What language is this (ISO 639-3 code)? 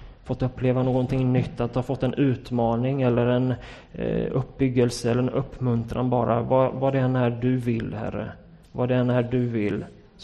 swe